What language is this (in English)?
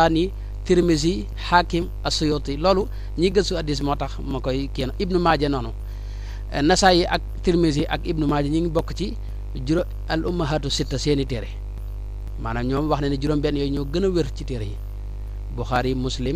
Wolof